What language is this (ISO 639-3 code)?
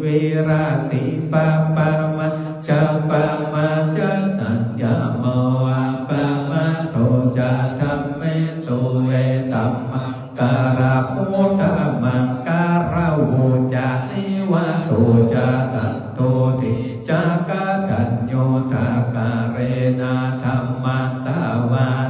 pli